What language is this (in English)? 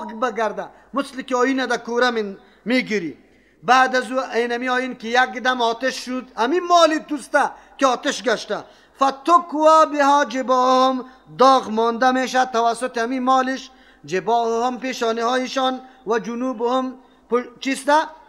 Persian